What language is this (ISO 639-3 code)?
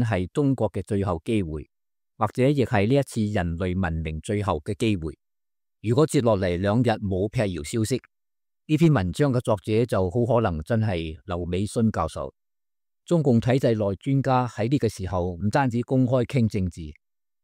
yue